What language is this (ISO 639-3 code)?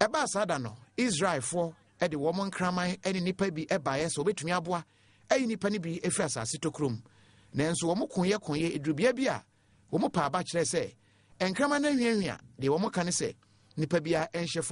aka